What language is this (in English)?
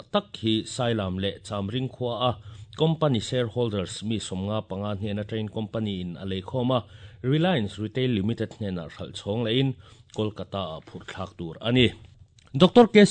Mizo